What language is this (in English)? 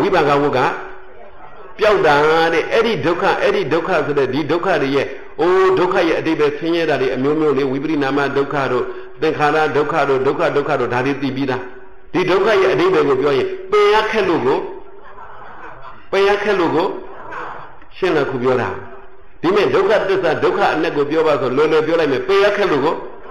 Burmese